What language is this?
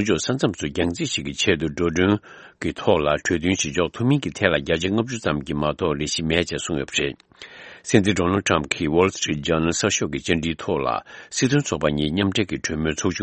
Tibetan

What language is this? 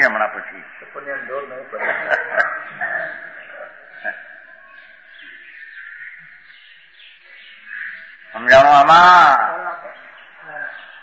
Gujarati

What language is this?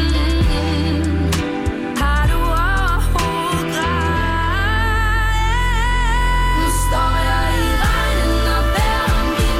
Danish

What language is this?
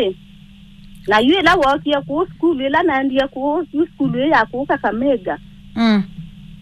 Kamba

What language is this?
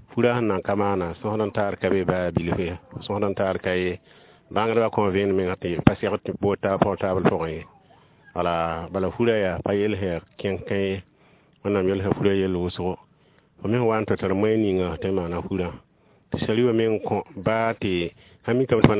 Mossi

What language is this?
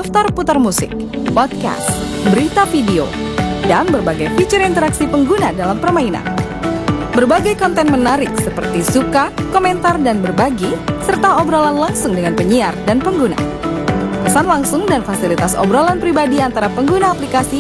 Indonesian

